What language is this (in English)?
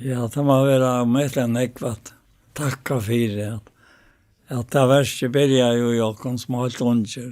Faroese